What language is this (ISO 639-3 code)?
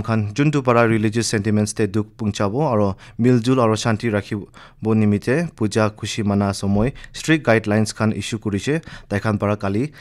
nag